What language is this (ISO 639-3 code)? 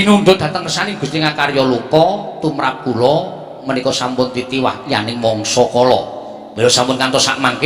jav